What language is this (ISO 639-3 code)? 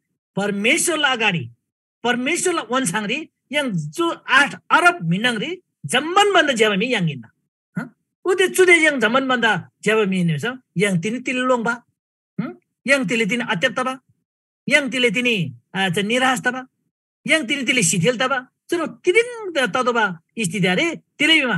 taj